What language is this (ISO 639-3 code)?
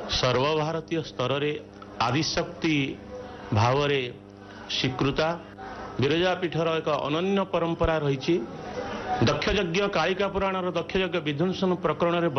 ori